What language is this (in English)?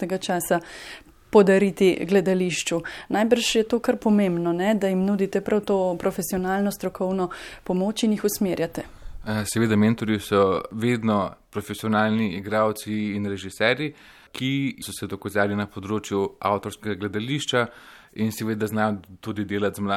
Slovenian